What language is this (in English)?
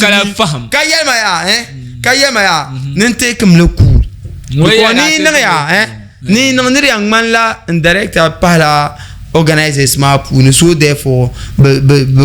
Dagbani